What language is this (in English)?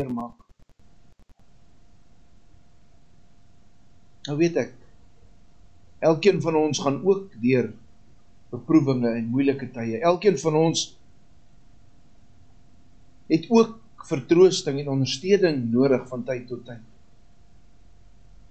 Afrikaans